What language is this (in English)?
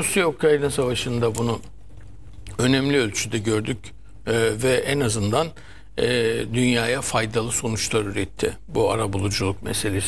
Turkish